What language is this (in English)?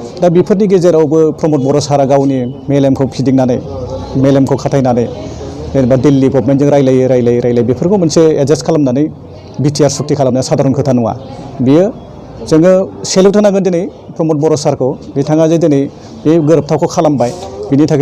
Bodo